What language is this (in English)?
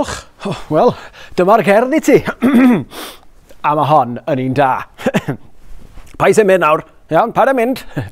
Welsh